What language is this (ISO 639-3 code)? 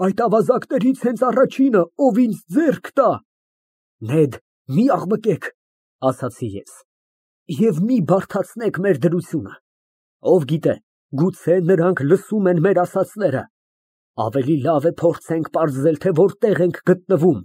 hye